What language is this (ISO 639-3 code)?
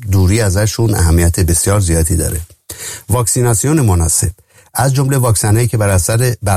fas